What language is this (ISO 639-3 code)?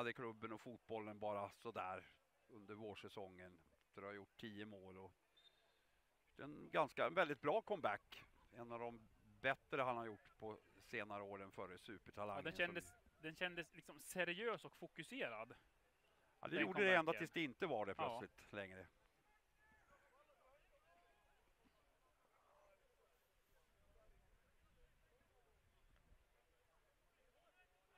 swe